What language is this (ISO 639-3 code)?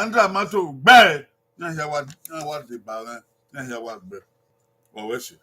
bin